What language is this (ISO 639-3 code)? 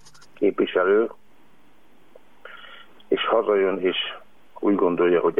hun